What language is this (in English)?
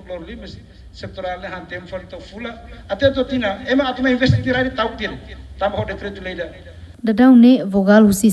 Tetum